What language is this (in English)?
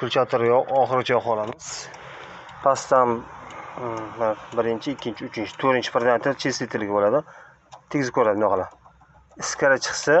Uzbek